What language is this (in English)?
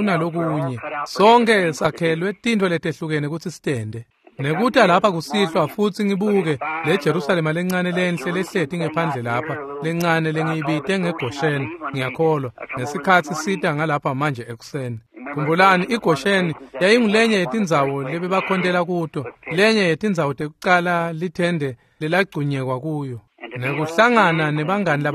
Swati